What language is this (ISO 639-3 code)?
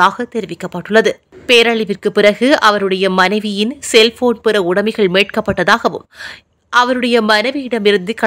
tam